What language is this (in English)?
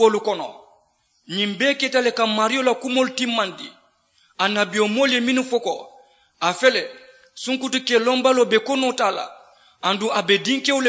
Mandingo